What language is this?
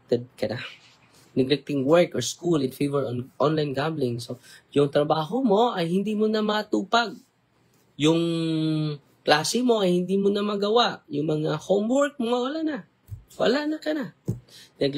Filipino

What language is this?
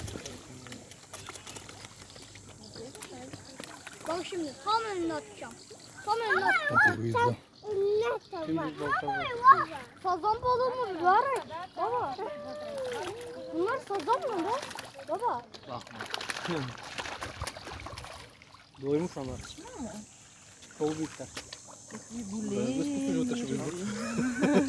Bulgarian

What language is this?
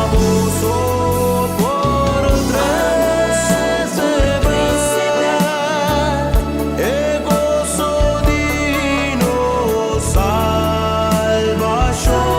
Papiamento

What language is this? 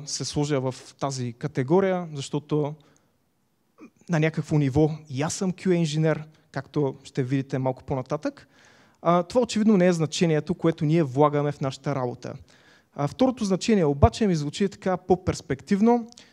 Bulgarian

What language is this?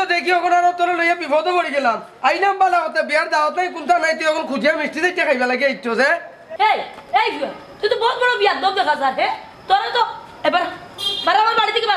Sylheti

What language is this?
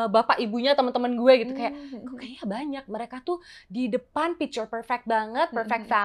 Indonesian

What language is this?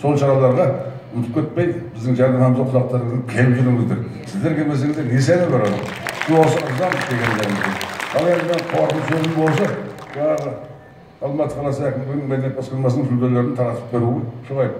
Kazakh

